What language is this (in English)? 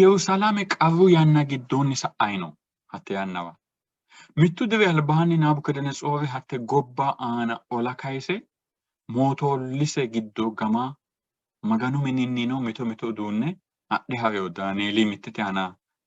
Sidamo